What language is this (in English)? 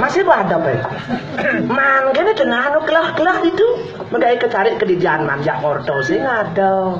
Balinese